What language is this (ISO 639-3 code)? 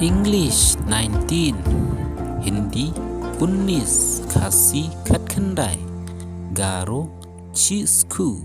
kha